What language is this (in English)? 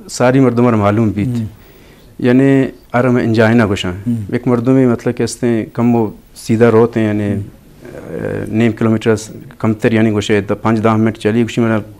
Eastern Balochi